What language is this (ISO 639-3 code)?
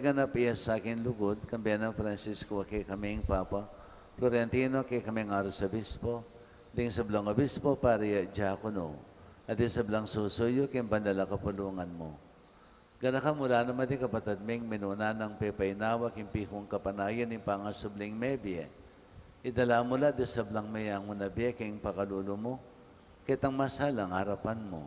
pam